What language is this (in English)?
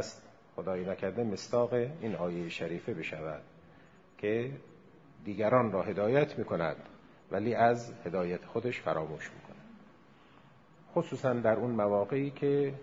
Persian